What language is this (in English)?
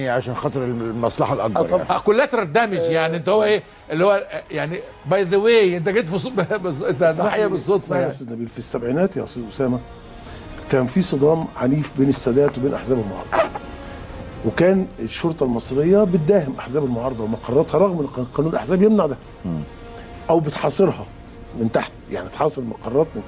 Egyptian Arabic